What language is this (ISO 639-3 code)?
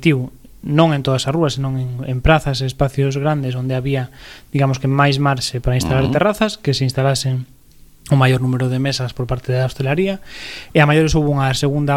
glg